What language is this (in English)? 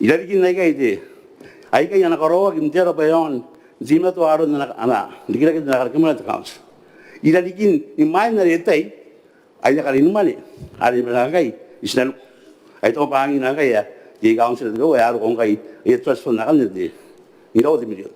Gilbertese